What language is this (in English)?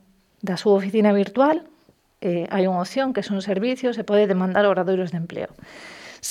Galician